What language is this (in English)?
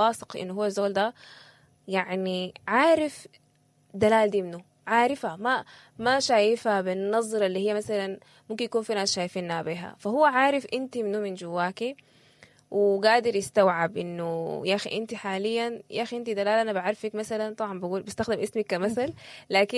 Sudanese Arabic